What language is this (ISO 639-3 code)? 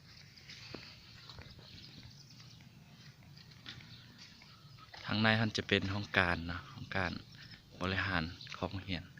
lao